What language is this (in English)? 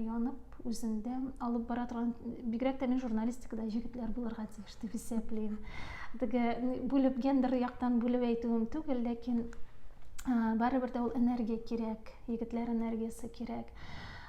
Tatar